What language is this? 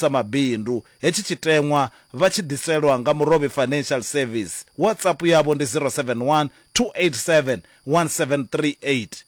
Venda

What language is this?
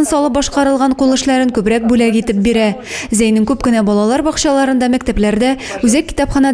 Tatar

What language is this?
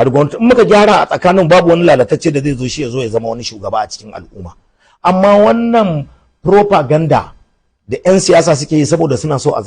Hausa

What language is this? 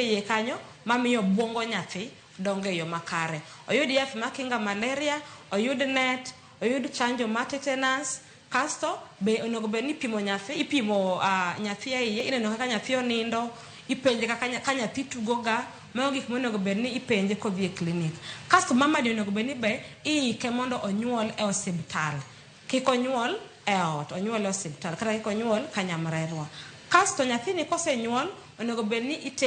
Luo (Kenya and Tanzania)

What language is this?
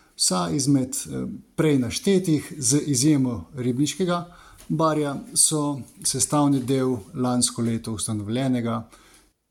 Slovenian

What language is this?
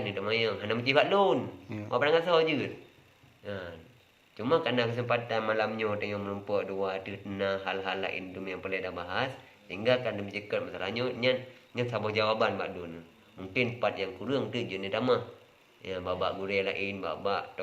Achinese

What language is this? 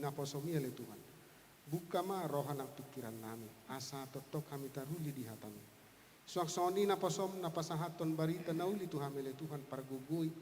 Batak Toba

